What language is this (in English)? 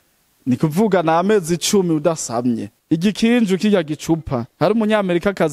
Rundi